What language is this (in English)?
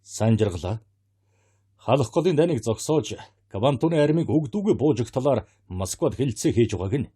Mongolian